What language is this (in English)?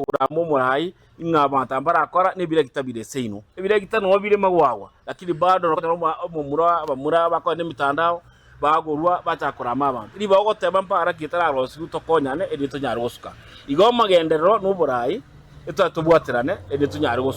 Gusii